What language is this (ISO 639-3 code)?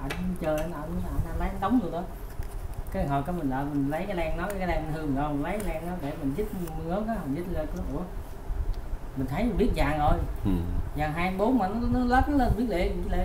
vie